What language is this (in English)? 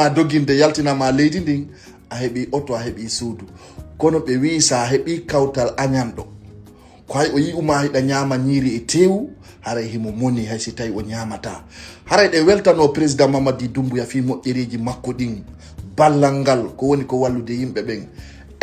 Fula